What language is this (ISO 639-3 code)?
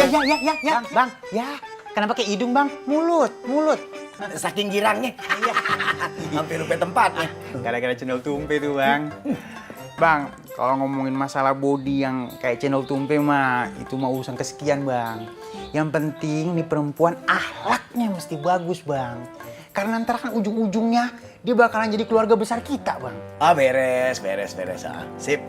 bew